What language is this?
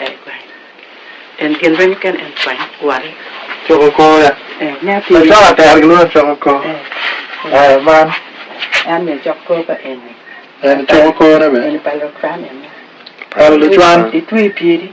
Acoli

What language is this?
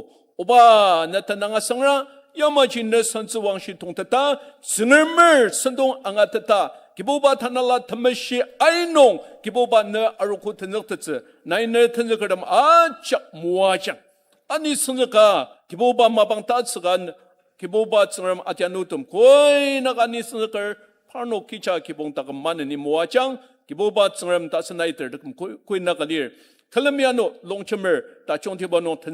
Ao Naga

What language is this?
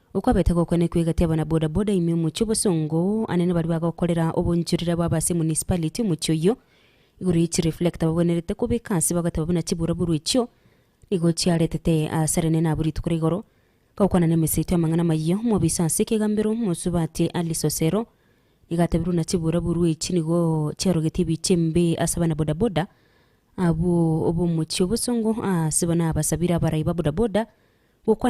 Gusii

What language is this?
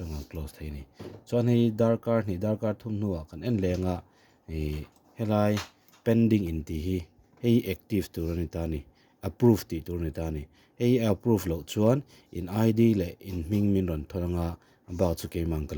Mizo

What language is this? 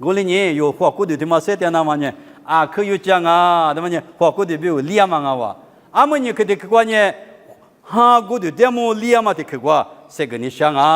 Lisu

